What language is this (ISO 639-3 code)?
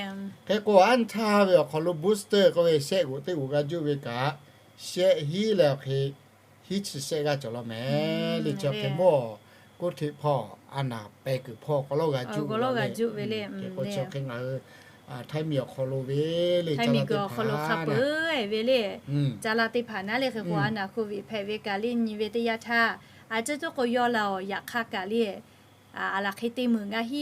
lhu